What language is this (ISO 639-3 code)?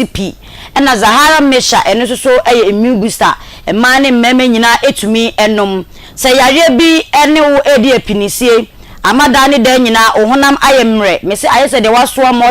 aka